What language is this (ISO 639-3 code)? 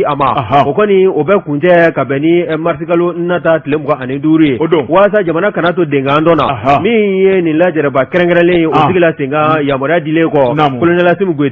bam